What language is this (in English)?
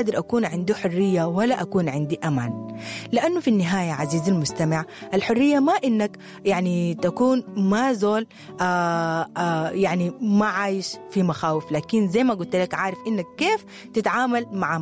Sudanese Arabic